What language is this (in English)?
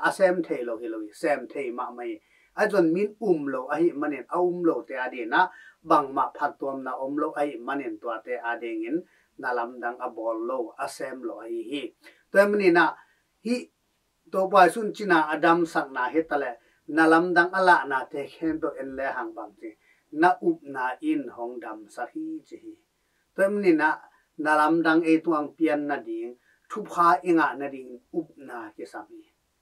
Tedim Chin